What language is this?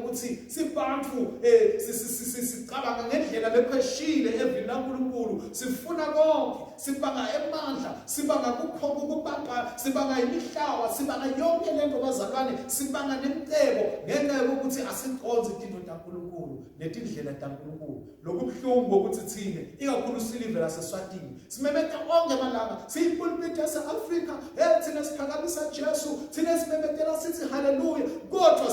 Swati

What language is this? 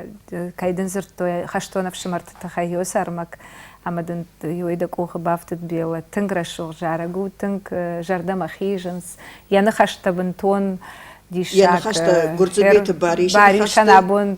Ossetic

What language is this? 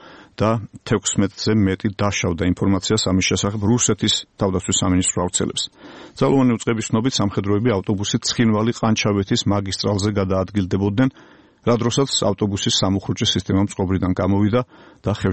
Georgian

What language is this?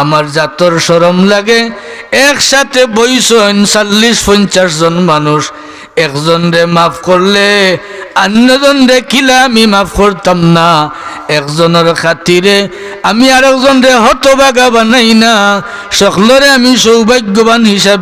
Sylheti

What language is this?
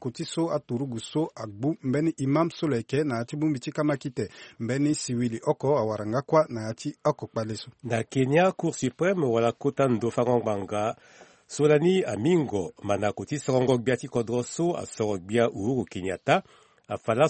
Sango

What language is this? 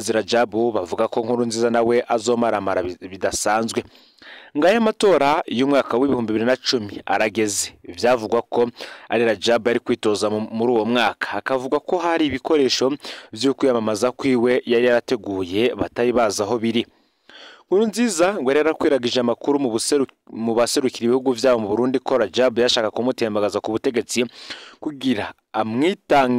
Rundi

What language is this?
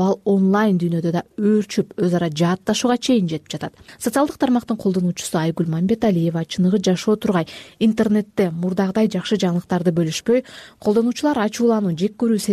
Kyrgyz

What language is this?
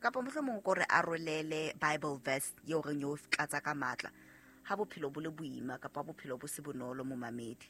Southern Sotho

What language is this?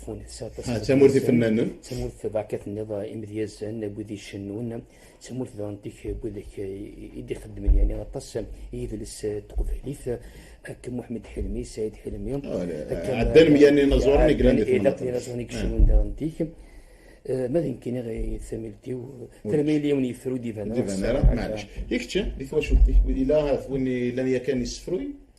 Kabyle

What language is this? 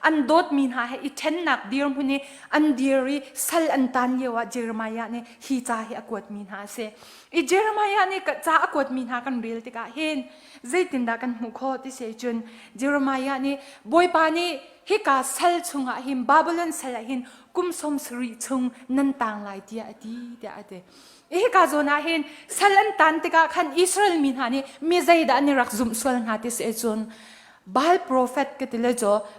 Hakha Chin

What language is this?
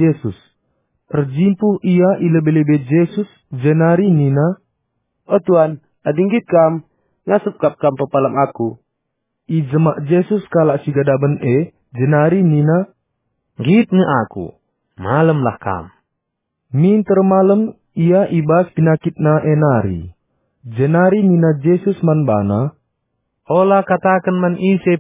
Batak Karo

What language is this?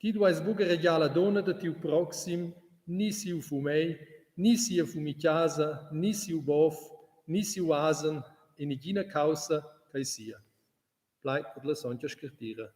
Romansh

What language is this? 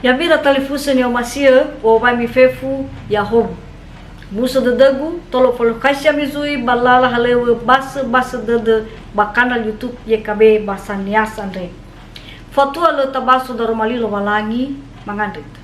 Nias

